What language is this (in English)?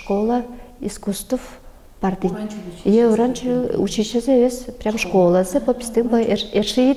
Tuvinian